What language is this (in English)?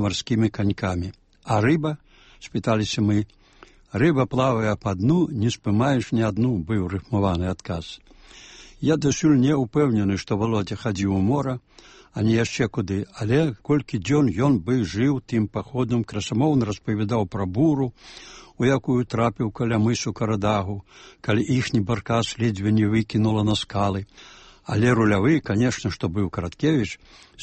Belarusian